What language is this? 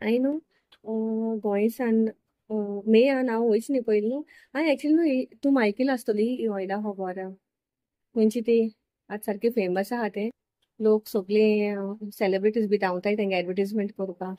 Konkani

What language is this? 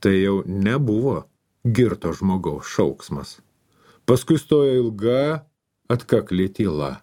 Lithuanian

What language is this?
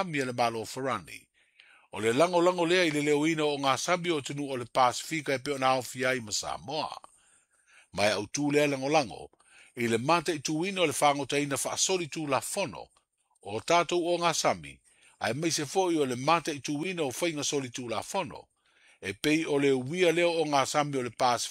Samoan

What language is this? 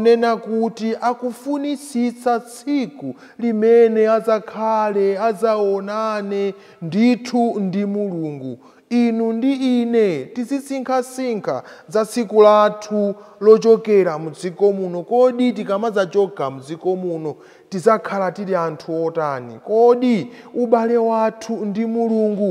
Nyanja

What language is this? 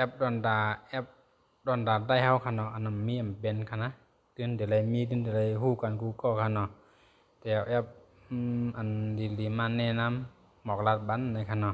Shan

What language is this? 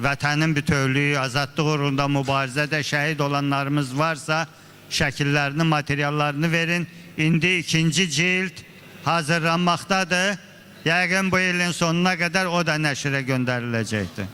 Azerbaijani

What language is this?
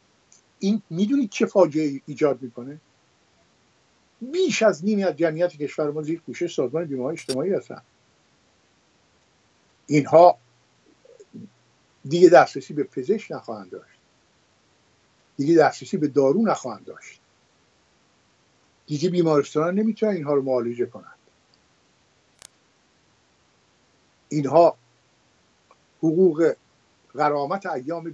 Persian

